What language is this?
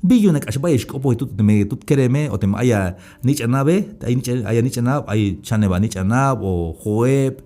Tzeltal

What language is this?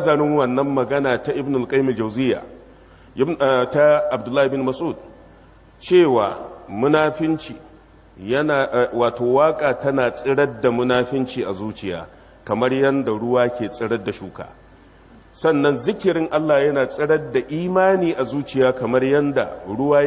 Hausa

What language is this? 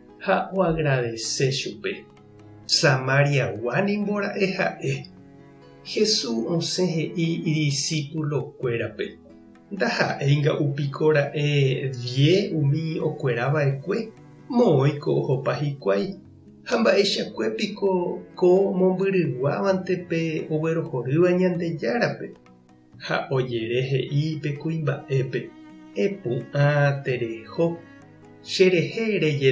Guarani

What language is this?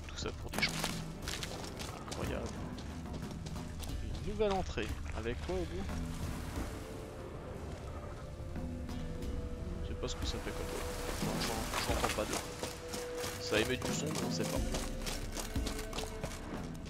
French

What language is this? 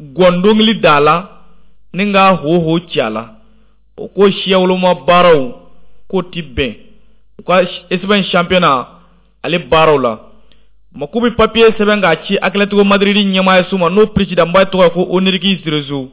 Bambara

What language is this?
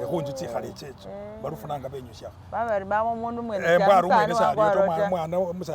Masaaba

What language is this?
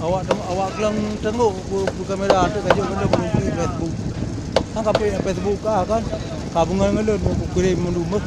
Achinese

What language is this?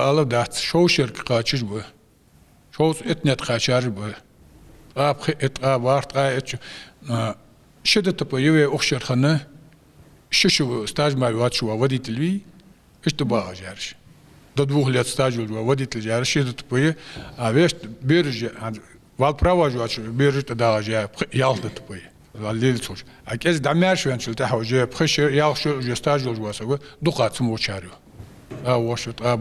Ingush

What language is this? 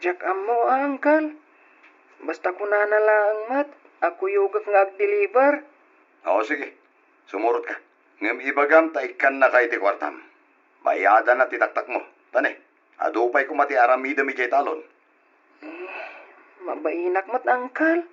Iloko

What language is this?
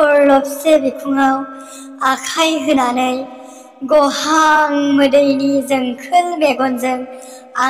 Bodo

